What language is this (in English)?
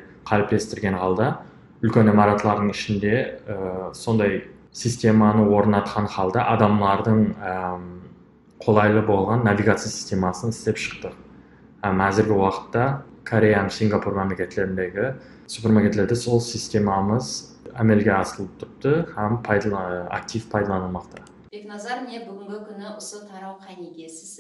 Kara-Kalpak